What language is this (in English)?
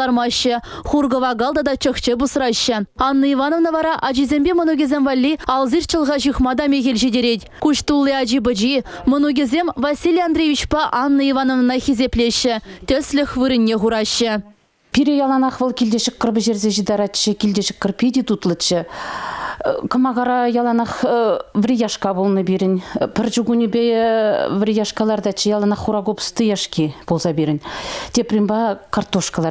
Chuvash